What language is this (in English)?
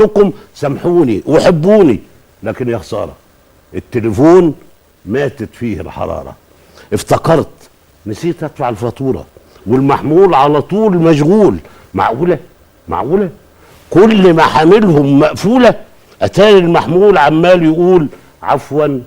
Egyptian Arabic